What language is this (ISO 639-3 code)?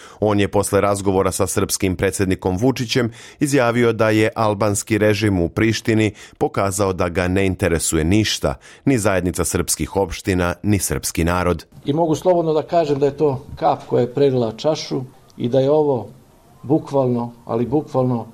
srp